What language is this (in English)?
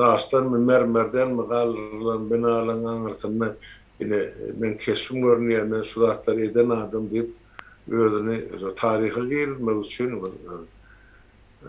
Turkmen